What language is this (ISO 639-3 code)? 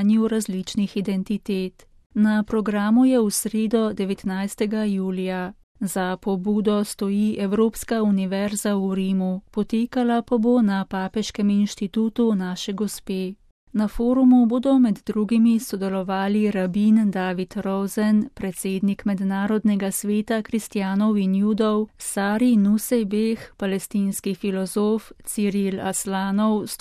slv